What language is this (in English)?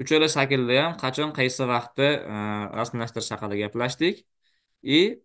Uzbek